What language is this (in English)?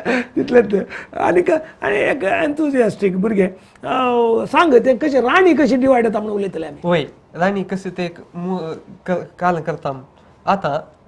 Konkani